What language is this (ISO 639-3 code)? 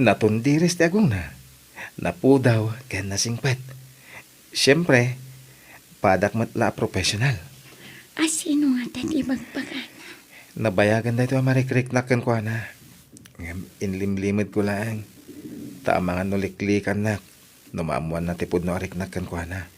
ilo